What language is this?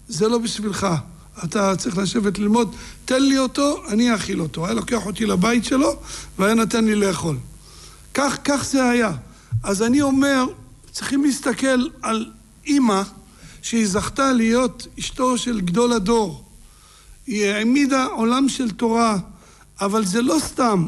Hebrew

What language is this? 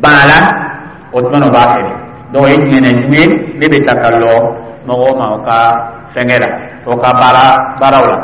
Dyula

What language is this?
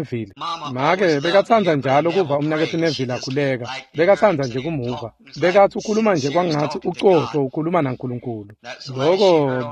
Swati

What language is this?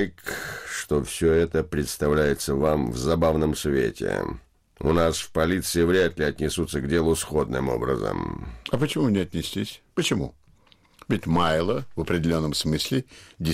Russian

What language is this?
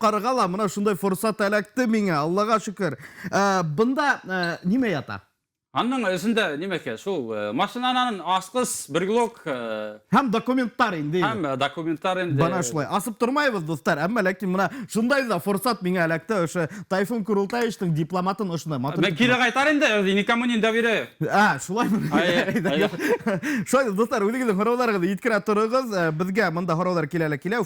Bashkir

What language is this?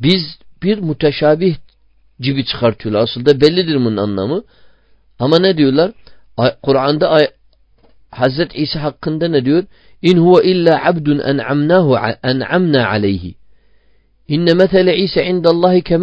Turkish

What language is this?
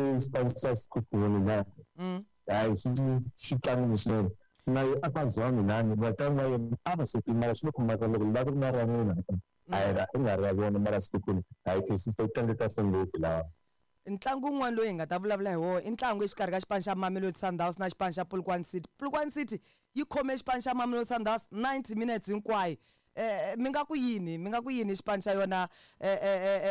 Tsonga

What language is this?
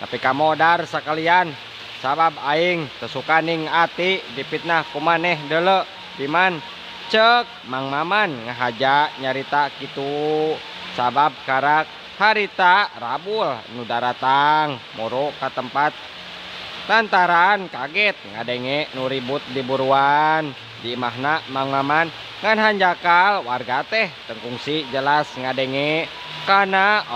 Sundanese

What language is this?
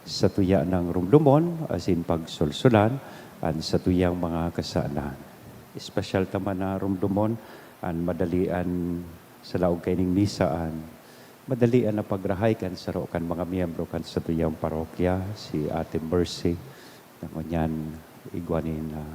Bikol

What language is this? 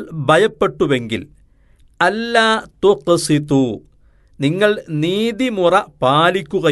Malayalam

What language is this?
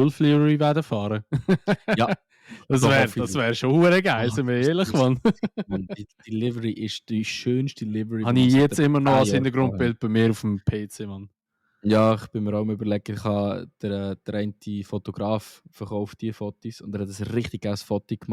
Swiss German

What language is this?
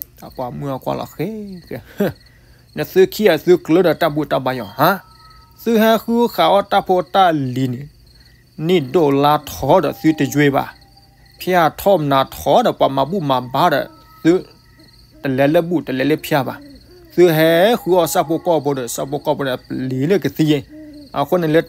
S'gaw Karen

